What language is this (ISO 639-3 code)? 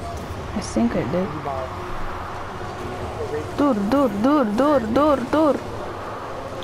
eng